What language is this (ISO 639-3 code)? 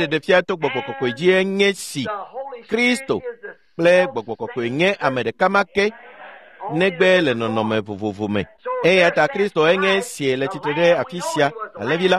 ewe